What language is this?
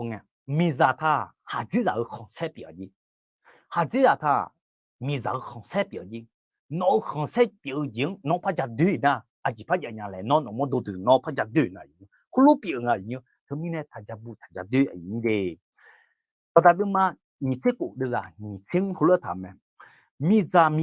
Akha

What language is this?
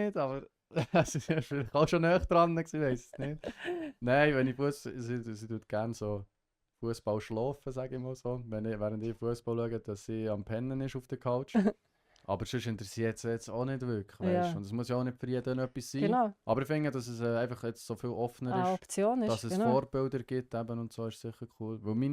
Swiss German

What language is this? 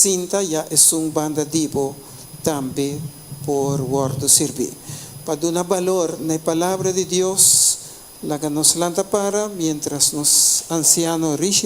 Papiamento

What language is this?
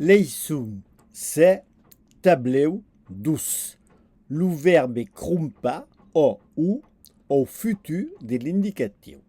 Occitan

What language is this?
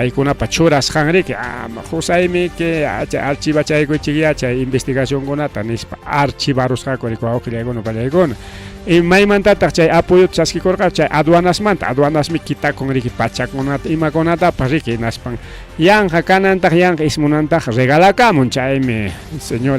Ayacucho Quechua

